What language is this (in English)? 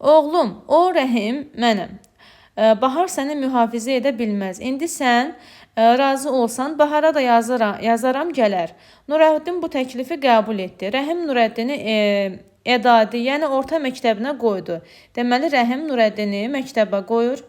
Azerbaijani